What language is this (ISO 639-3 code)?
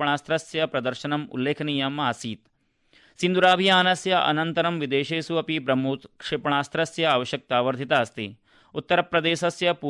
san